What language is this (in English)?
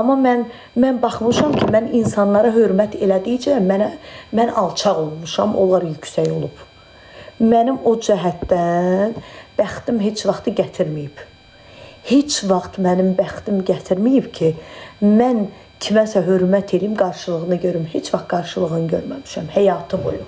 Azerbaijani